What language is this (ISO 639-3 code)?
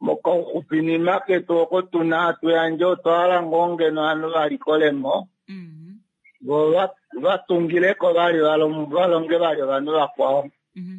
kua